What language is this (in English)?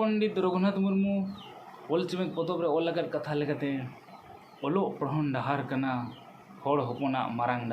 Santali